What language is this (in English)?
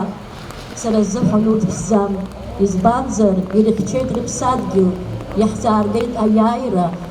Abkhazian